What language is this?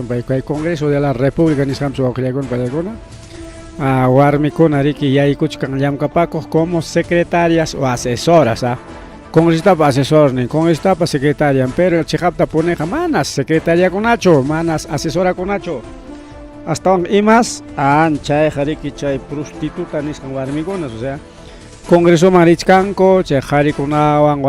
Ayacucho Quechua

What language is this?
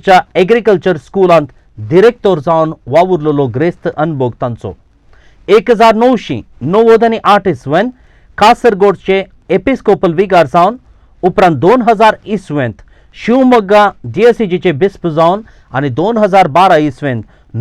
Konkani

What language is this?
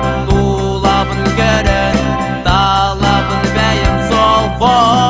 Yakut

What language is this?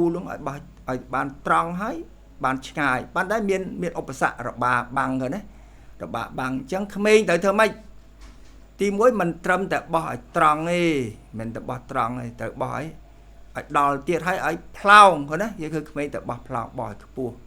Khmer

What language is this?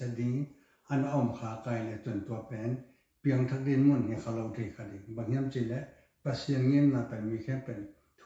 Tedim Chin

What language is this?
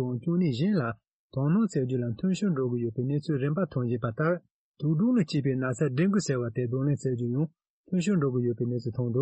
Tibetan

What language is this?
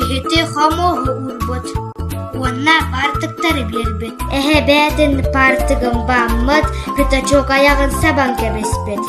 Yakut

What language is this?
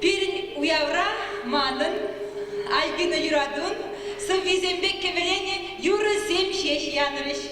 Chuvash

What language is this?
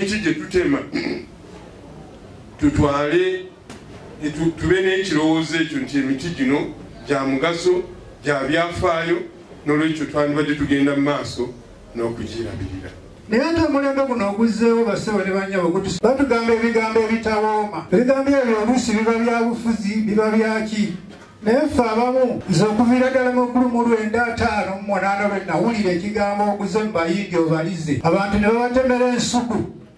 Ganda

